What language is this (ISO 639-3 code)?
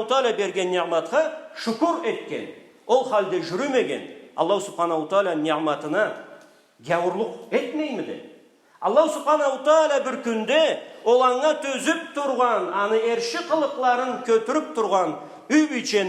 krc